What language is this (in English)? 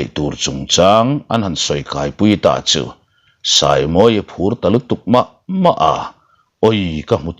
Mizo